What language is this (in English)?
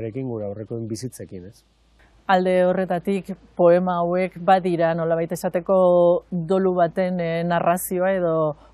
Basque